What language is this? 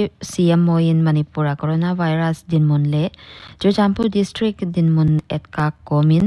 Paite Chin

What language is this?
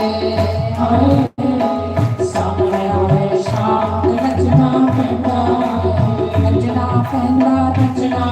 Dogri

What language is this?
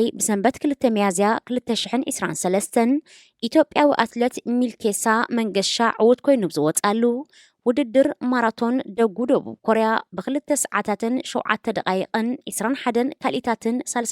Tigrinya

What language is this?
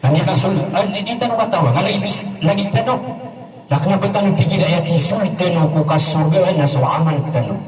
Maranao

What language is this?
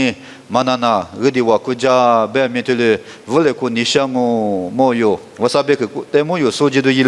Lisu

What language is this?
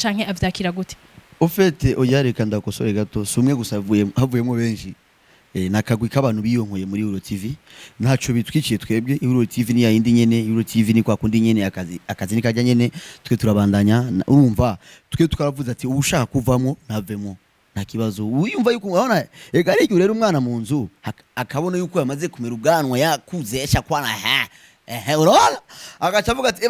Rundi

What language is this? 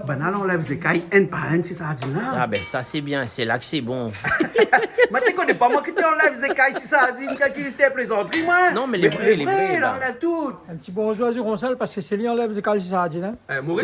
Réunion Creole French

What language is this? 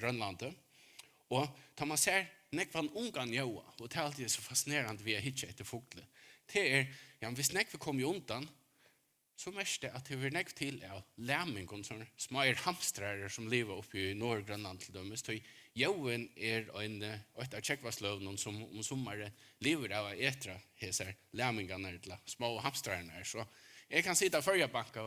Faroese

